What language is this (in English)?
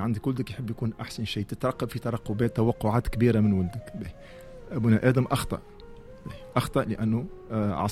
Tunisian Arabic